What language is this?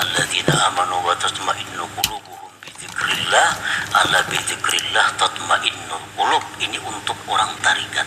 Banjar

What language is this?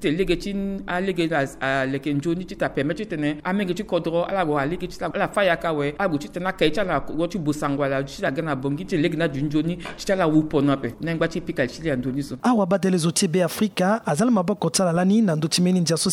Sango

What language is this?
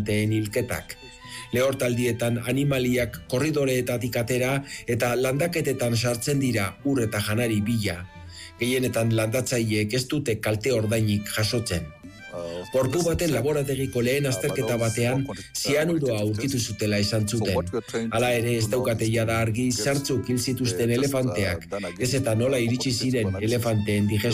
Basque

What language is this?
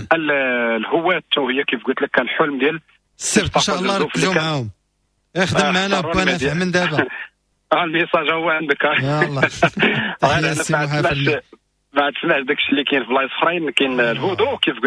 Moroccan Arabic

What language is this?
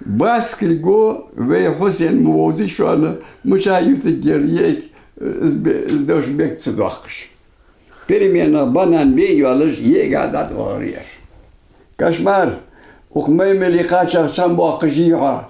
Ingush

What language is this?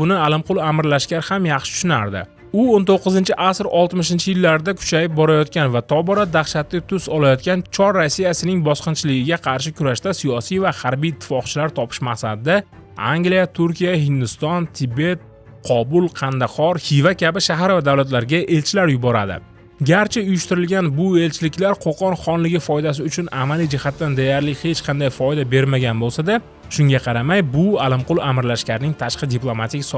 Uzbek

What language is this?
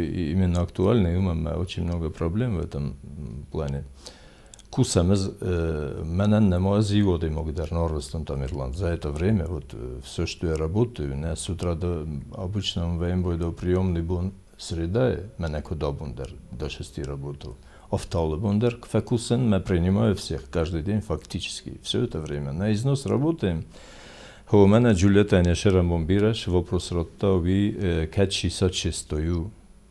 Ossetic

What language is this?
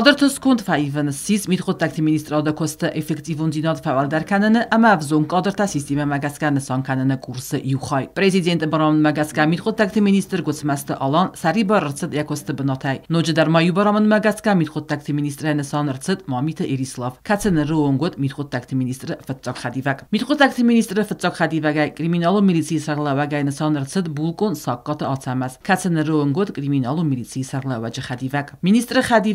Ossetic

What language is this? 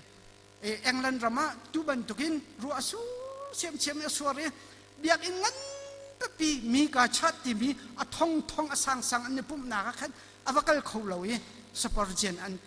Hakha Chin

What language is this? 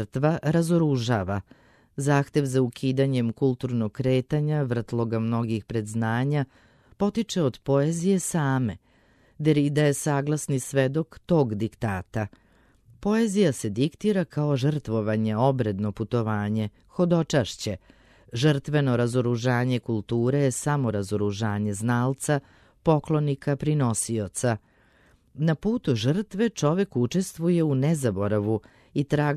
Serbian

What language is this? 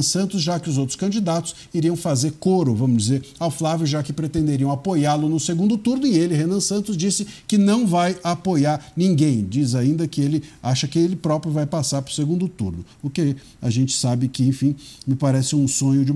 Portuguese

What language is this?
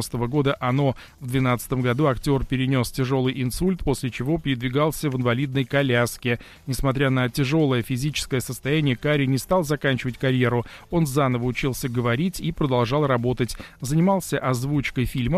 Russian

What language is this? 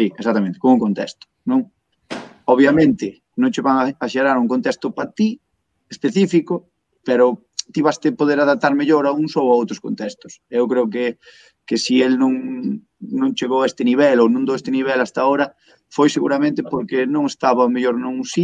Galician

